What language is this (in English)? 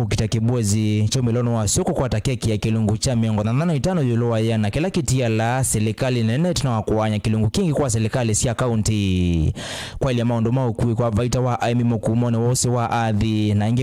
Kamba